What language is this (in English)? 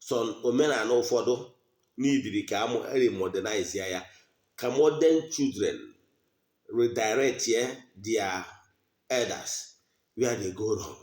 Igbo